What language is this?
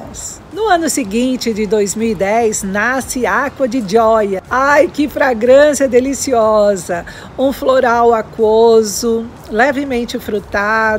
Portuguese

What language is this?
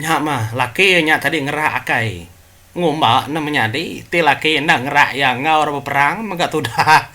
Iban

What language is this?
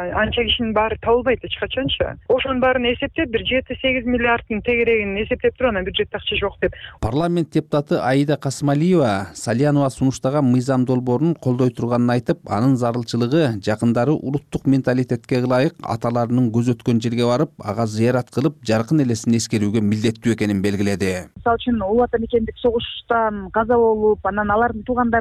Kyrgyz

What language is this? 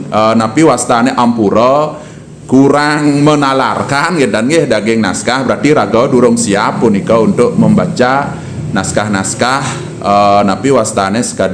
Balinese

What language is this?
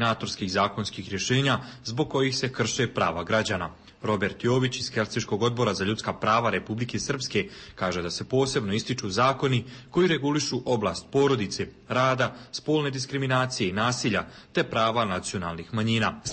Bosnian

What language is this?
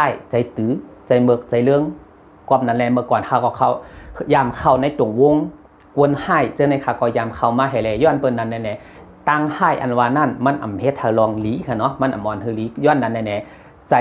Shan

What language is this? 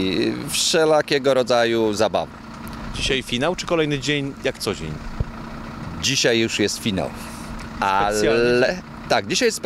Polish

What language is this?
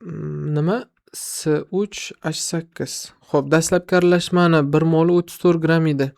Uzbek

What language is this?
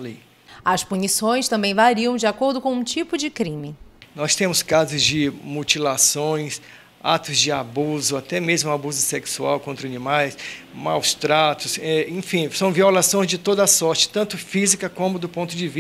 Portuguese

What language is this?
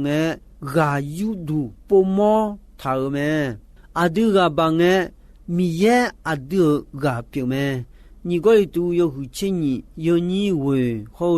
Akha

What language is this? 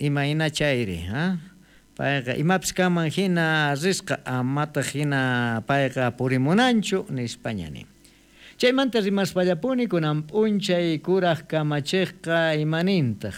South Bolivian Quechua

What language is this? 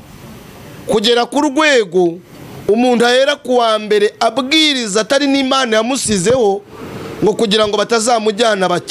Kinyarwanda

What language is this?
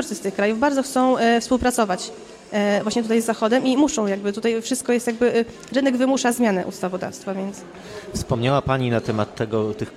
Polish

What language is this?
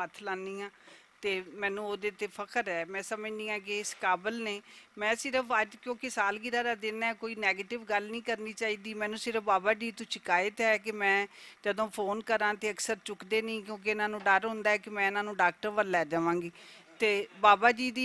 Western Panjabi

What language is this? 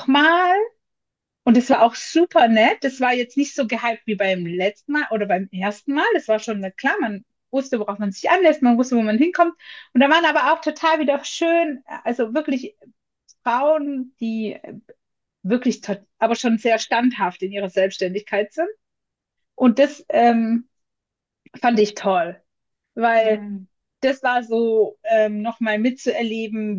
German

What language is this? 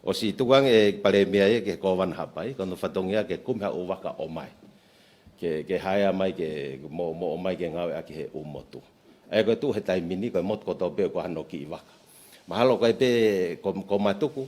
Tongan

